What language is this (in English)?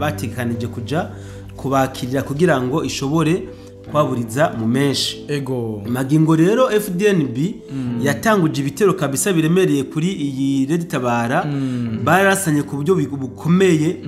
Rundi